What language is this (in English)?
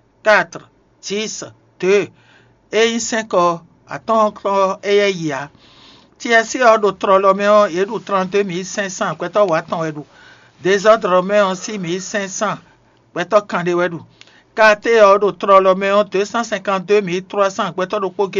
Fon